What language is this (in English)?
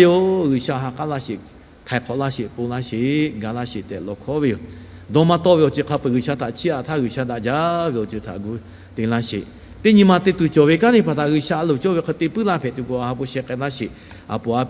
Lahu